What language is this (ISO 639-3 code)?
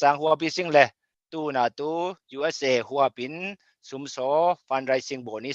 cfm